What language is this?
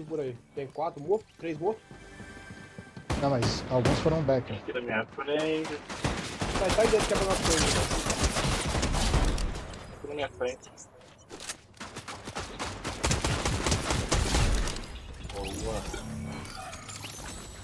Portuguese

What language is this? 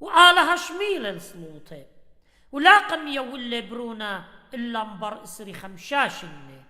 Assyrian Neo-Aramaic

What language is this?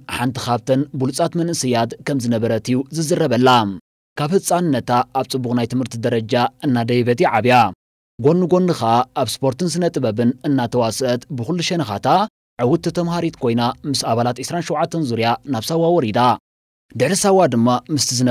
Tigrinya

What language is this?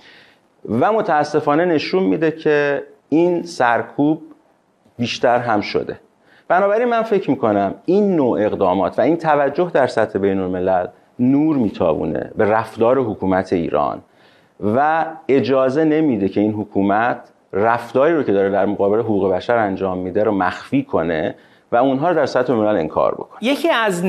Persian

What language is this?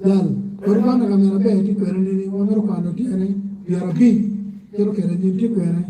Acoli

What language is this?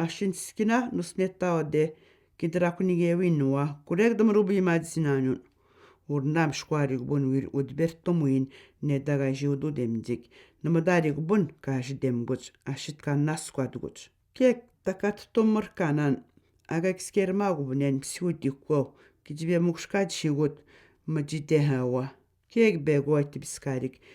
Atikamekw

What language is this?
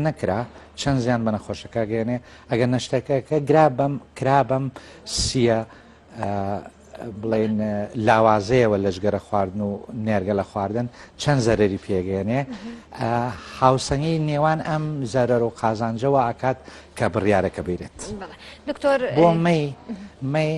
Central Kurdish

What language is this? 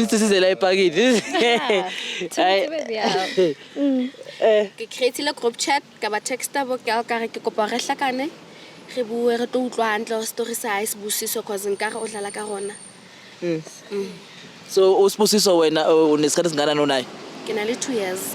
Zulu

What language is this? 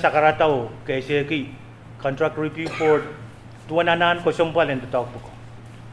Pohnpeian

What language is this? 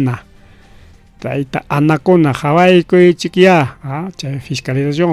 Ayacucho Quechua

